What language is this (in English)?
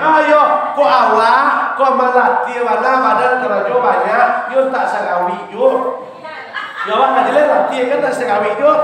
Minangkabau